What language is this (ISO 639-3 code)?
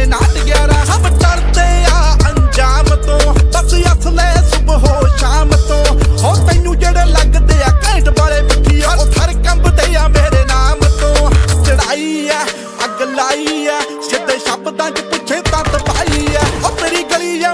pan